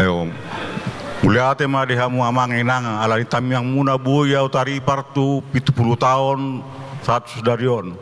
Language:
Batak Toba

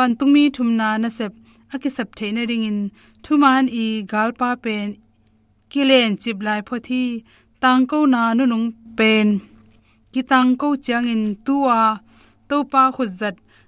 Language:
Tedim Chin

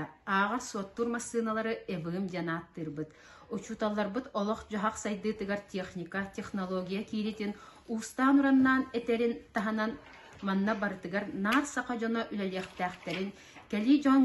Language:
Yakut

